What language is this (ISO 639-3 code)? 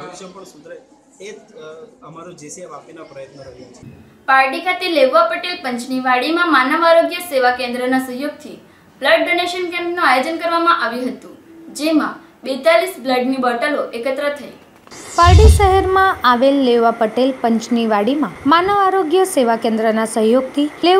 guj